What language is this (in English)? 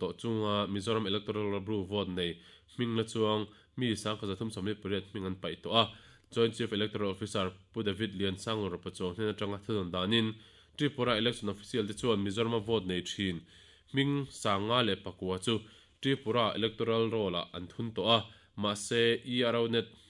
Mizo